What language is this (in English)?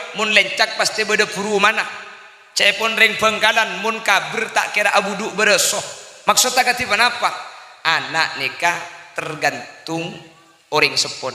Madurese